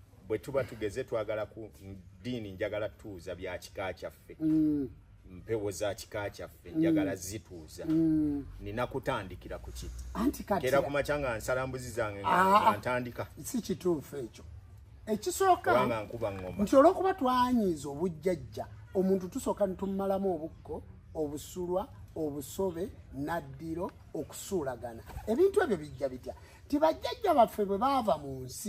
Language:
Ganda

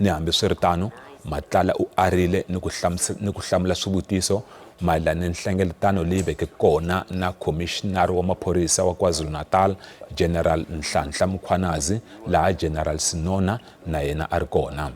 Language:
Tsonga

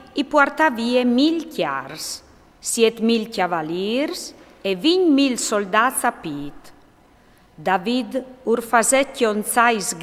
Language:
Friulian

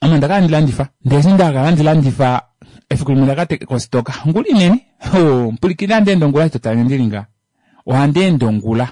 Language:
Kuanyama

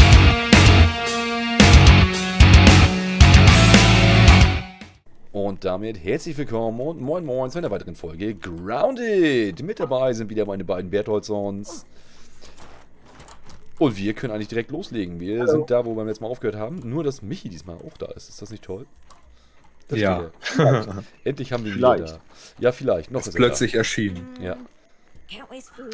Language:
German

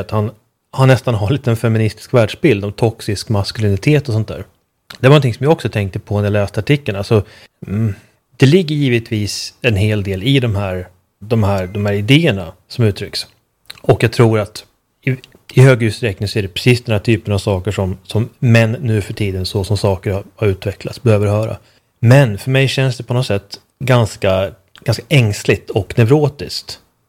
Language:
Swedish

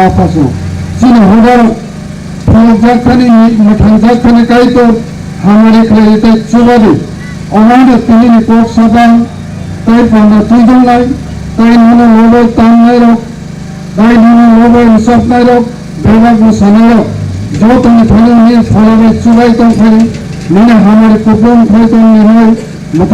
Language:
Kok Borok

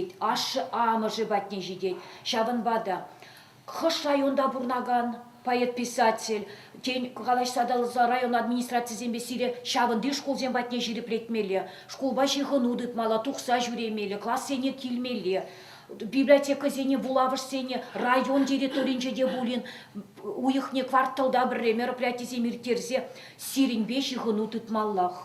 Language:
Chuvash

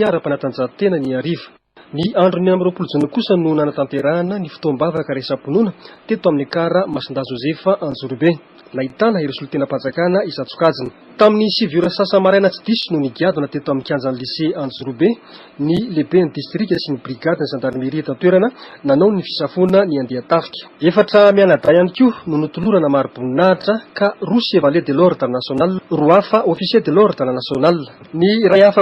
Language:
Malagasy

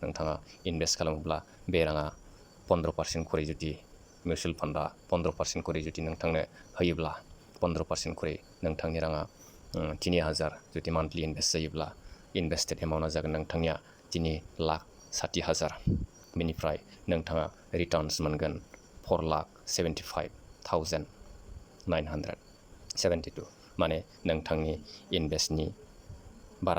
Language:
Bodo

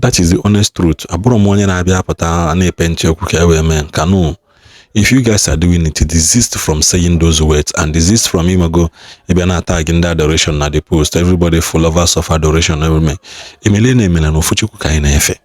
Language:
Igbo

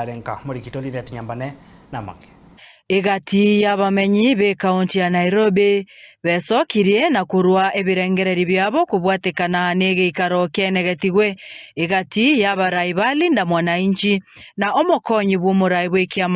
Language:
Gusii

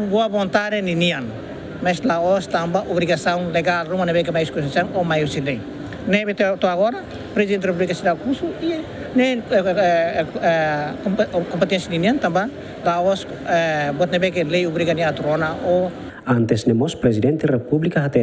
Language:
Tetum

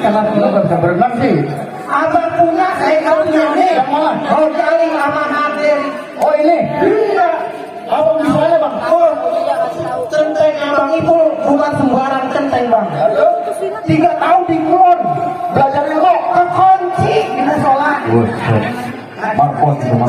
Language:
Betawi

